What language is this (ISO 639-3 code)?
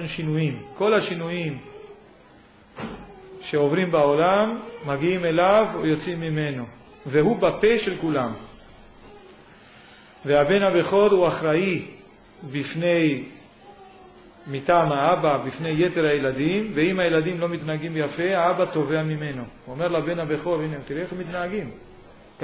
heb